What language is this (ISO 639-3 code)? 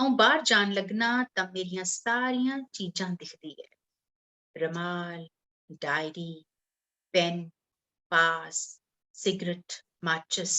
doi